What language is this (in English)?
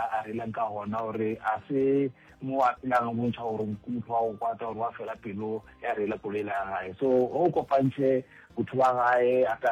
Northern Sotho